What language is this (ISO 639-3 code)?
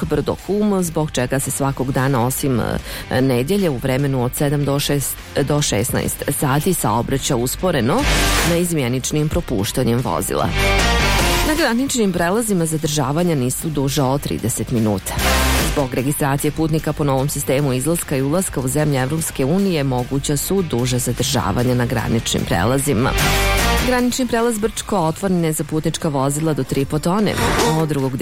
bos